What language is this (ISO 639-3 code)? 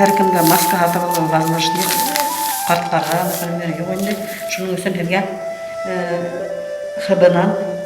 bak